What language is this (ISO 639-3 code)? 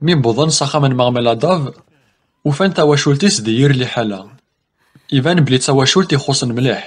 kab